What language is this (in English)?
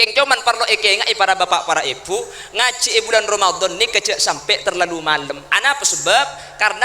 Madurese